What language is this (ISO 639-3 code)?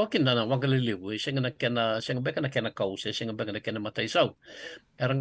fij